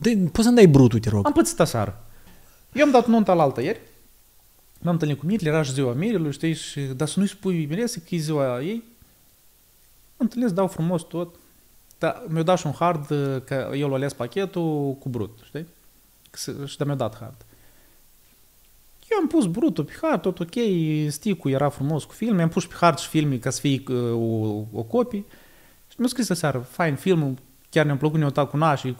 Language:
Romanian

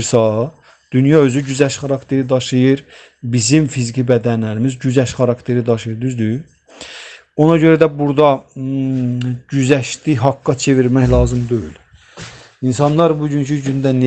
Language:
Azerbaijani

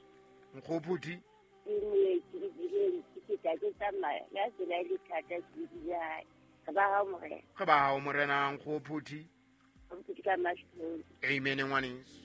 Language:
Southern Sotho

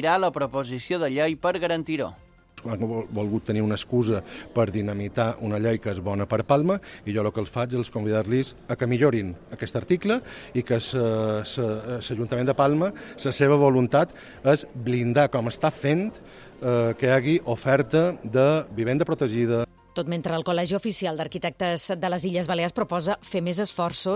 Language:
Catalan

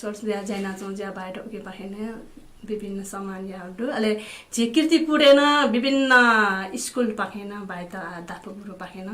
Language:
Newari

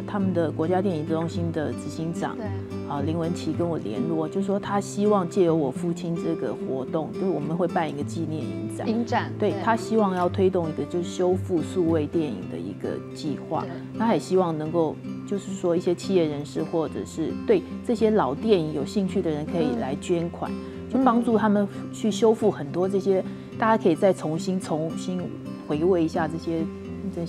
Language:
Chinese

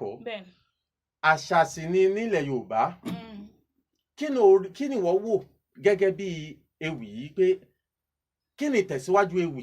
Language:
Yoruba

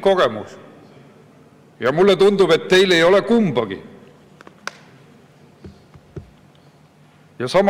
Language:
Estonian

